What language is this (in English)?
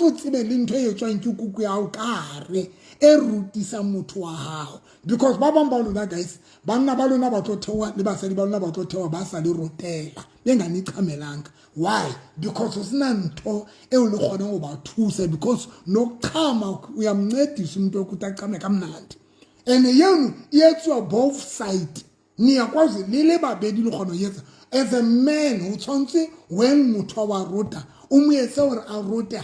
Southern Sotho